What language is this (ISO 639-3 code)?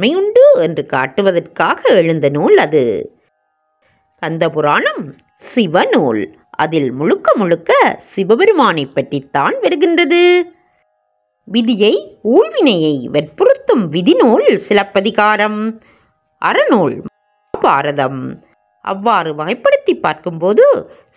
tam